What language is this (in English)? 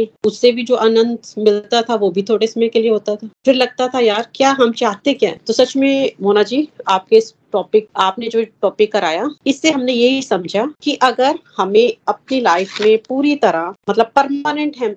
Hindi